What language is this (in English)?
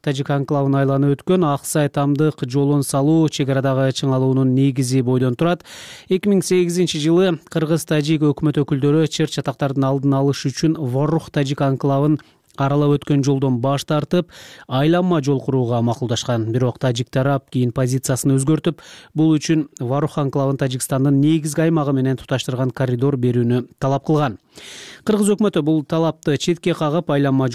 Kyrgyz